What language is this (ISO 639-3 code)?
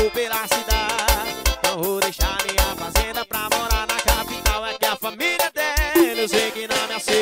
por